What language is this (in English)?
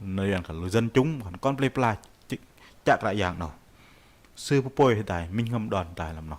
Bahnar